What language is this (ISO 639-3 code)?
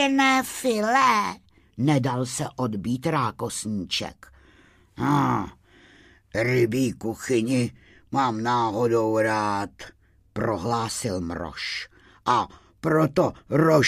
ces